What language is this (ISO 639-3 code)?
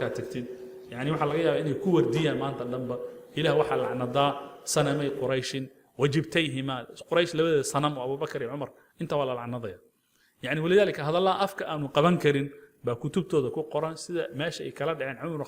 som